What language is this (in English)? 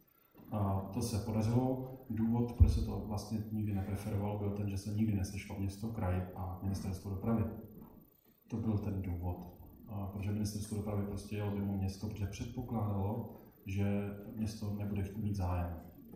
Czech